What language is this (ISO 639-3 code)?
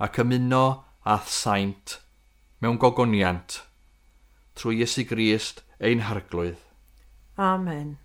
cym